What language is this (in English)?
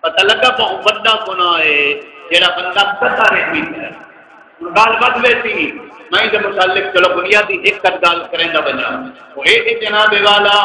Saraiki